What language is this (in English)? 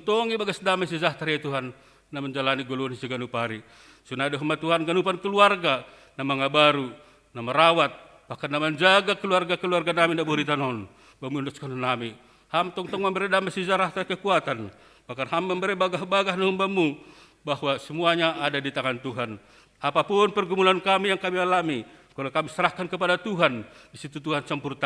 Batak Simalungun